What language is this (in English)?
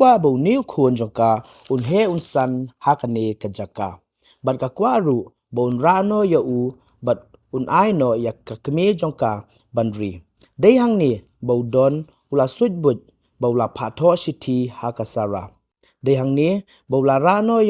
Khasi